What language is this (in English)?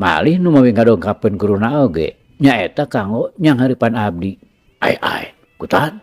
Sundanese